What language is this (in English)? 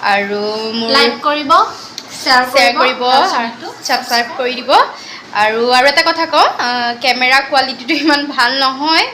Assamese